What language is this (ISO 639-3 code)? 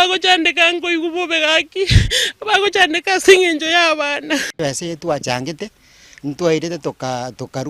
guz